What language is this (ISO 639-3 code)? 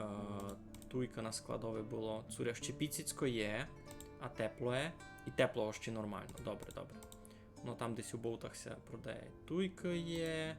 rue